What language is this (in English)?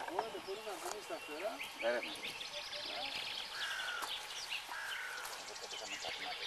Greek